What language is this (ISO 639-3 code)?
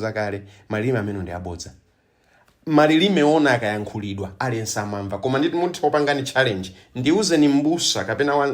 nya